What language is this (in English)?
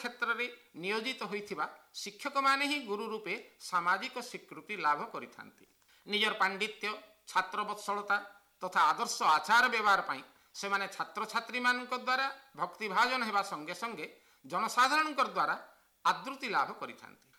Odia